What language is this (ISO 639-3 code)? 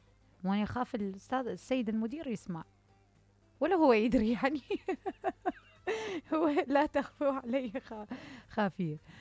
acm